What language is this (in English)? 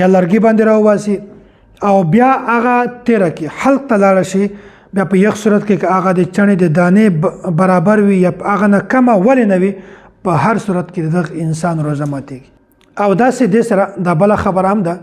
Pashto